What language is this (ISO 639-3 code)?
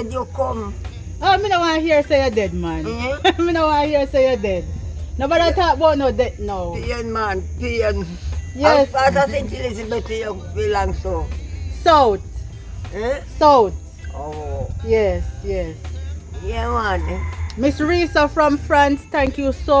jam